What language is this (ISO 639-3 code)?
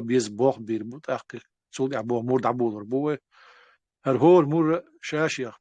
che